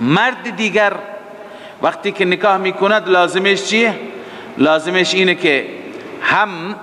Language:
Persian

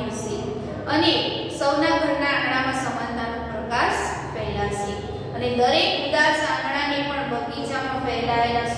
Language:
Gujarati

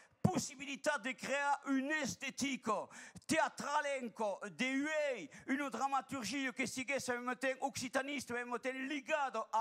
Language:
Occitan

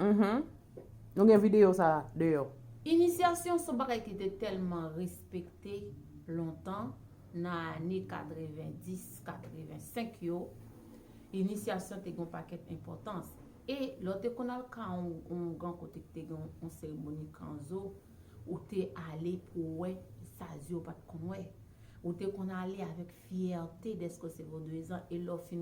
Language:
Haitian Creole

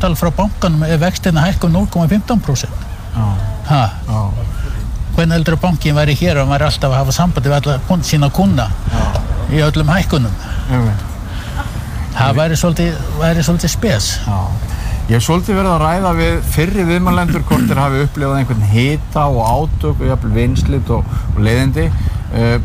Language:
Icelandic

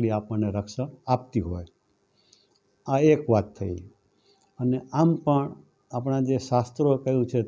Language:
Gujarati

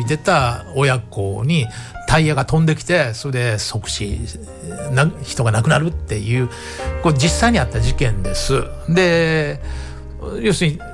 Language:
Japanese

